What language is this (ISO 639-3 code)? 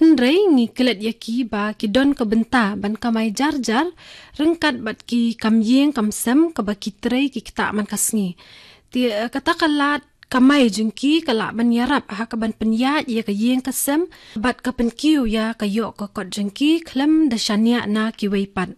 kha